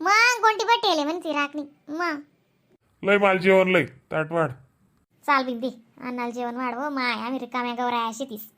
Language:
Khandesi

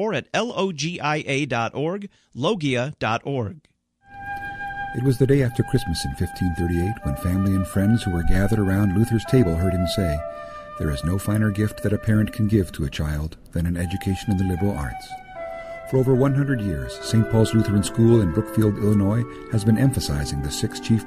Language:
English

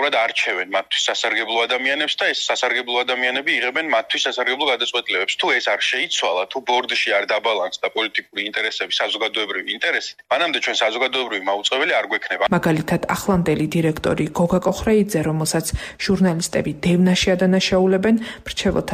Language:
Georgian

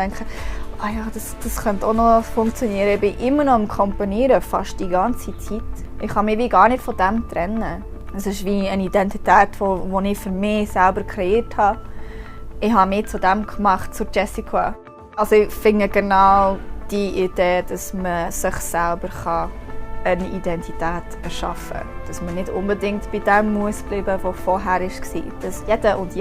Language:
Swiss German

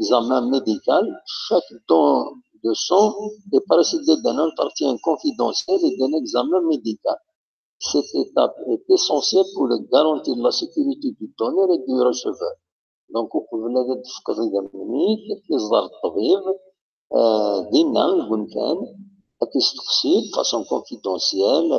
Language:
Kabyle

